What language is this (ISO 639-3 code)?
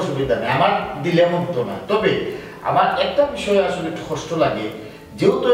syl